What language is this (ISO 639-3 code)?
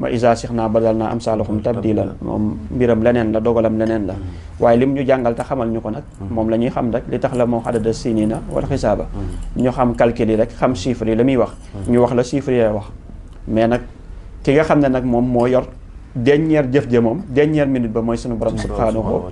wol